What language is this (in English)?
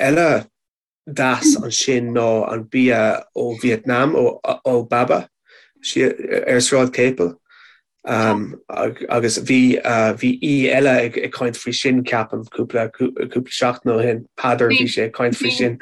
Irish